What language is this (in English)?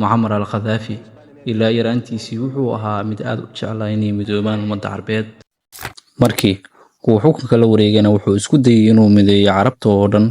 Somali